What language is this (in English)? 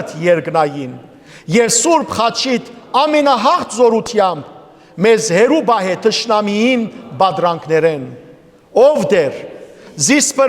Western Armenian